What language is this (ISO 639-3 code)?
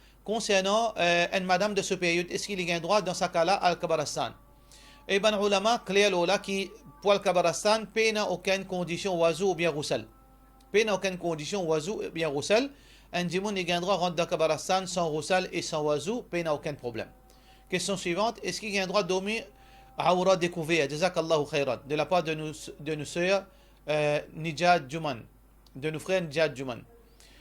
mfe